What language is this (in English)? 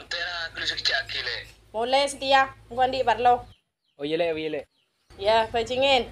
Madurese